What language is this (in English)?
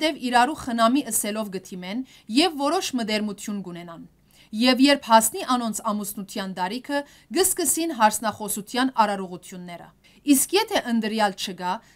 Western Armenian